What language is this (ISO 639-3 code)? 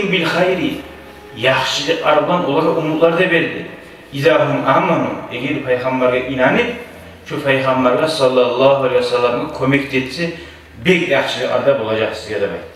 kum